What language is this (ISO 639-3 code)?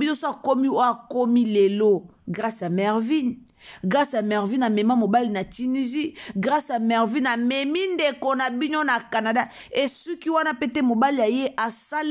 lin